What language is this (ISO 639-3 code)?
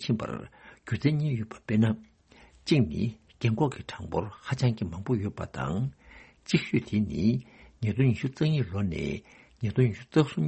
bod